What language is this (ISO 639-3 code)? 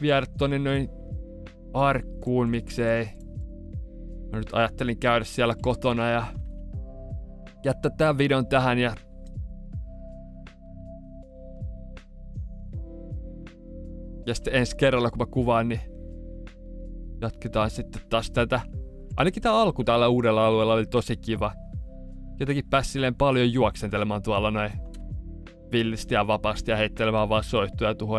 fin